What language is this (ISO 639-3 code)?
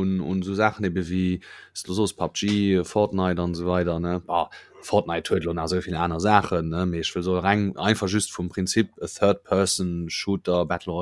ltz